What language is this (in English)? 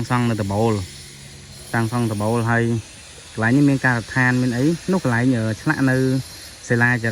Khmer